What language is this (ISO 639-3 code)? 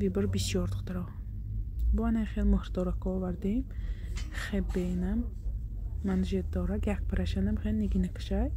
tgk